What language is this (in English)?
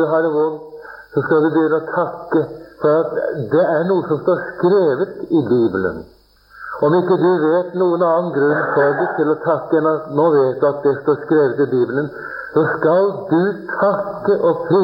Norwegian